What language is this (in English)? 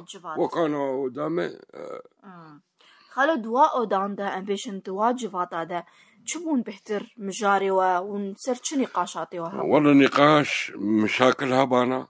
Kurdish